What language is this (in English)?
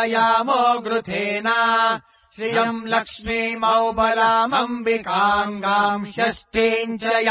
Sanskrit